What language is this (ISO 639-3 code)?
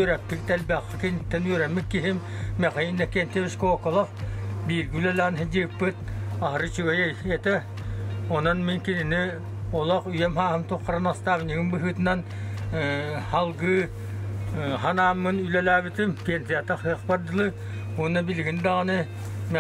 sah